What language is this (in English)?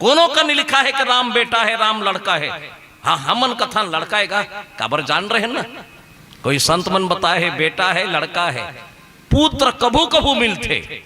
Chhattisgarhi